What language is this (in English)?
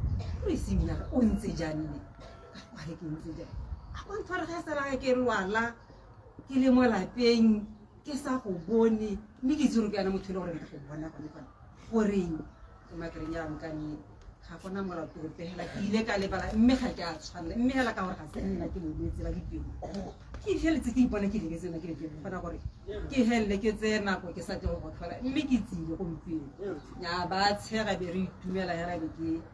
Tswana